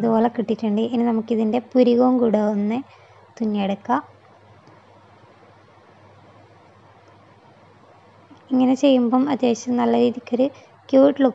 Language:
Malayalam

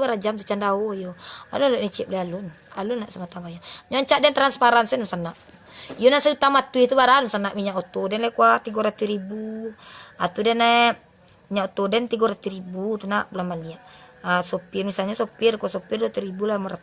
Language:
Minangkabau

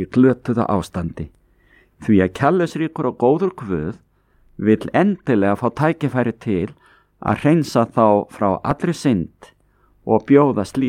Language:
Icelandic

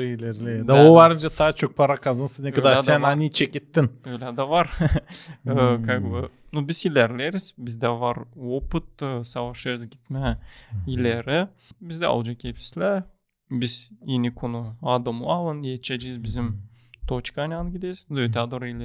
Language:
Gagauz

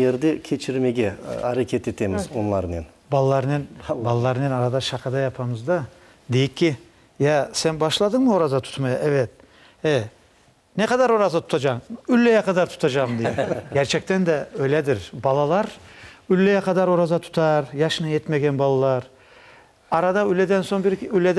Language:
Crimean Tatar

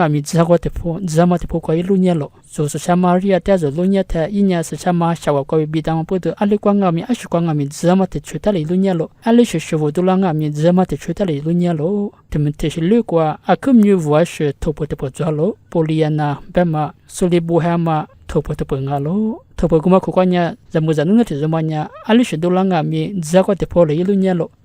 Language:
Lisu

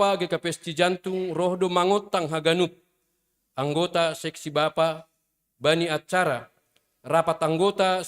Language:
Batak Simalungun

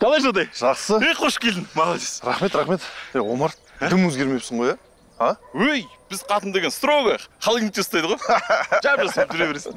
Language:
Kazakh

